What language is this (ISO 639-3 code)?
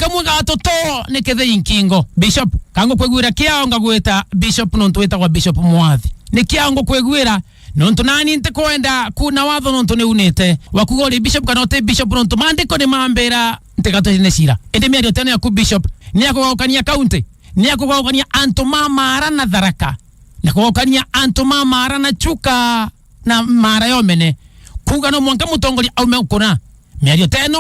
mer